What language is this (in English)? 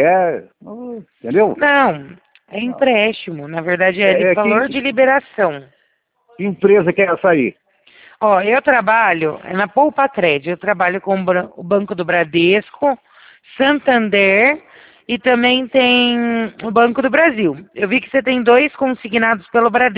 Portuguese